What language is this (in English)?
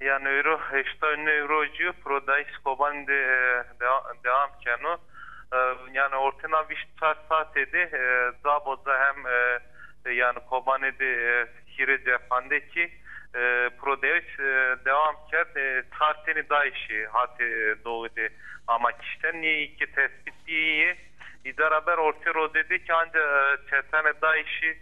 Zaza